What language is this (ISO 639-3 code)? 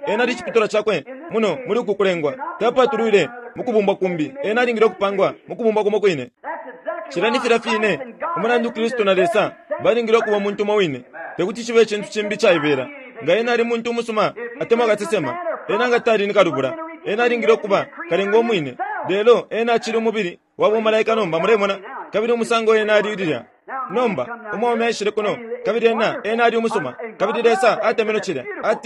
bem